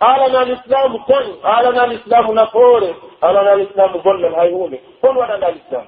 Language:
Pular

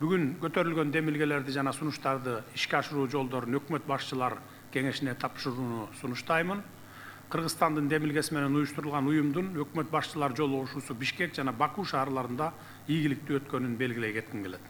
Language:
Kyrgyz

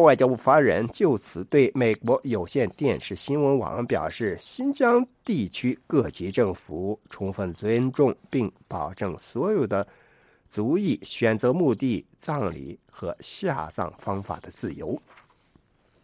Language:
Chinese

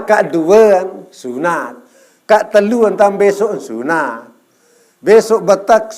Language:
Sasak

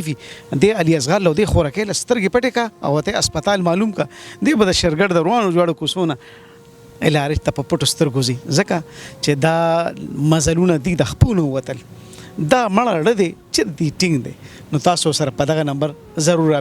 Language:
Pashto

